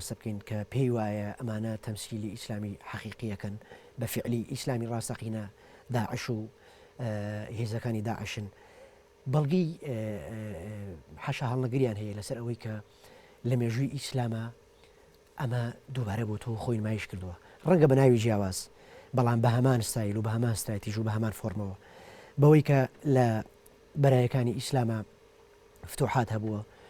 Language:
Central Kurdish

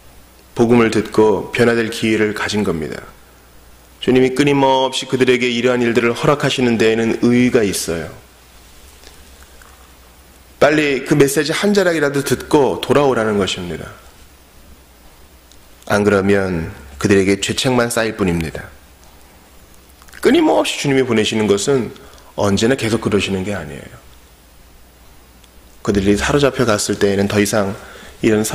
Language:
Korean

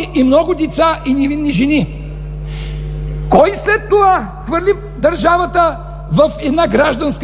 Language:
Bulgarian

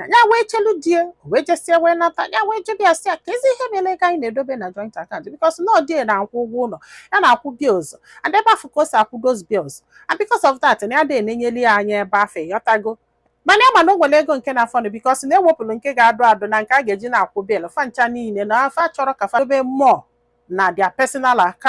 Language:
Igbo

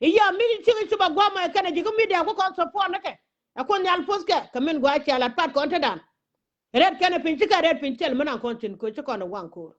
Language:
Nuer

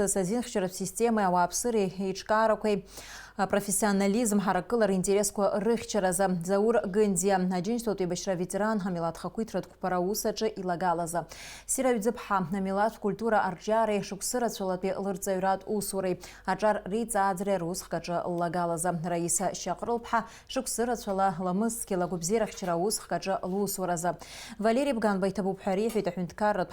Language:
Abkhazian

